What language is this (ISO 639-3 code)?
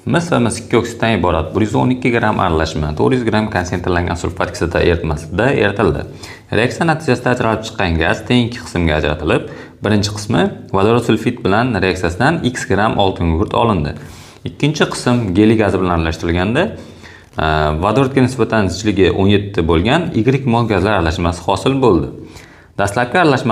uzb